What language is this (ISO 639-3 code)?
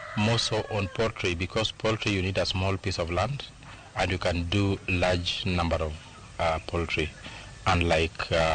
luo